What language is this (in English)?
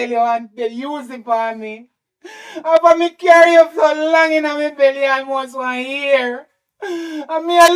Jamaican Creole English